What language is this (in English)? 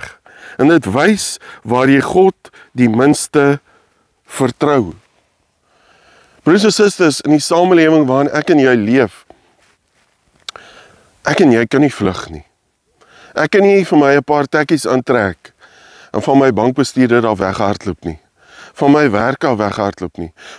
Afrikaans